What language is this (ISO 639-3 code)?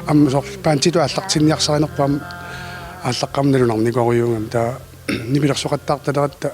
kal